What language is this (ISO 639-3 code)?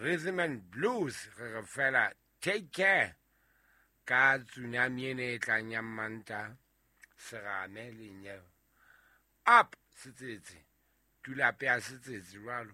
sot